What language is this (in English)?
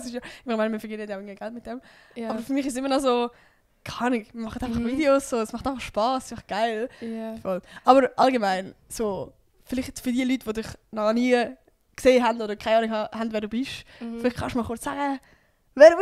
Swiss German